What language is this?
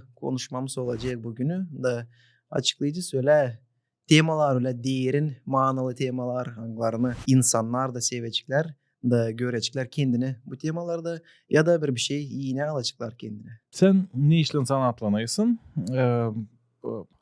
Gagauz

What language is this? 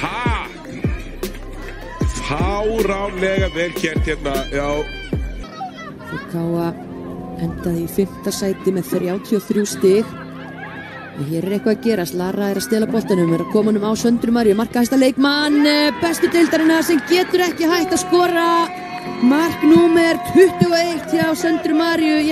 Icelandic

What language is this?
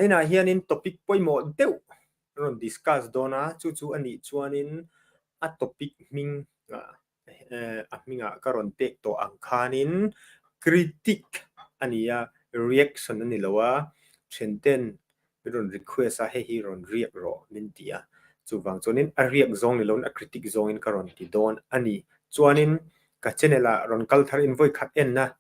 Mizo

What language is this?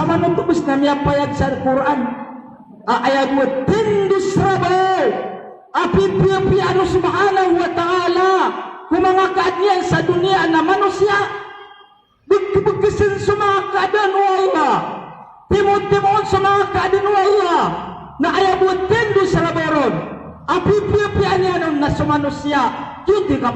Maranao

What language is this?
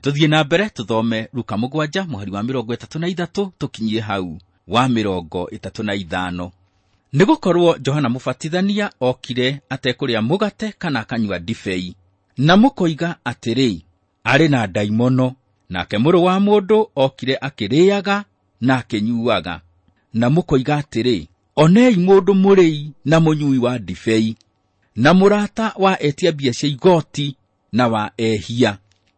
Kikuyu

